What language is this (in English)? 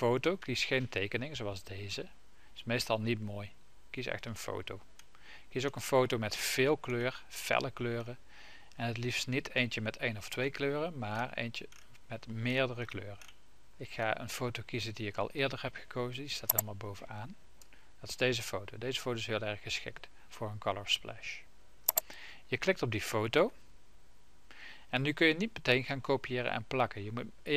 Dutch